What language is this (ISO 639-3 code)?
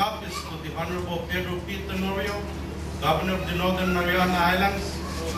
eng